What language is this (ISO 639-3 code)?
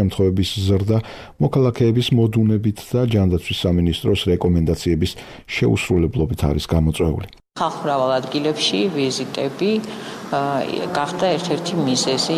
kat